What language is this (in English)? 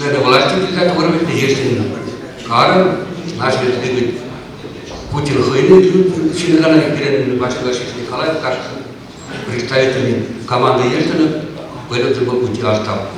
Chuvash